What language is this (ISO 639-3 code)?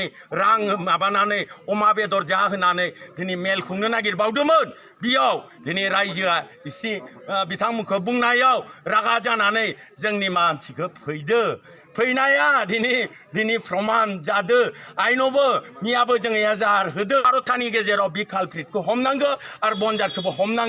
brx